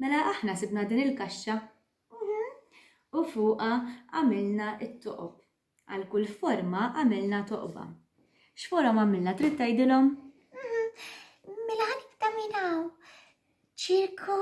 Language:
Maltese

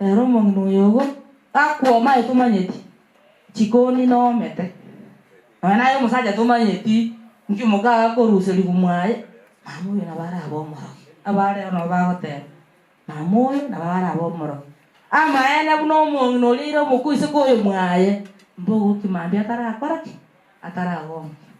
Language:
Gusii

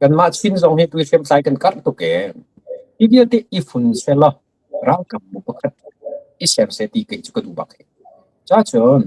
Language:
Hakha Chin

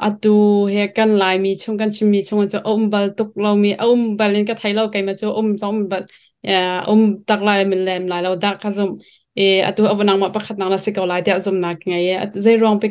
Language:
Hakha Chin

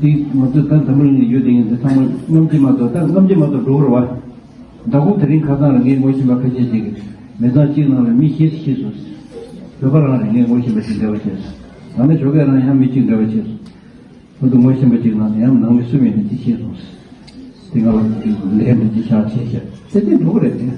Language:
Tibetan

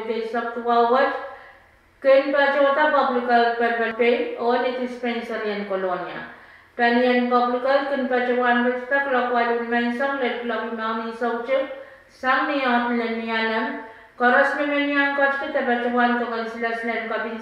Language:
Pohnpeian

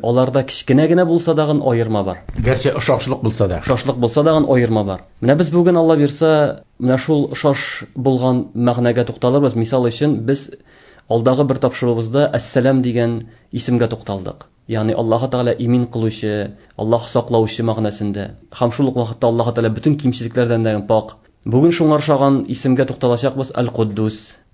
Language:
Tatar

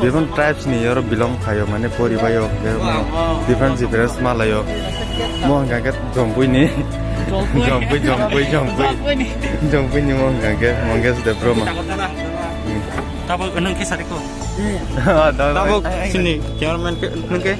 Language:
Kok Borok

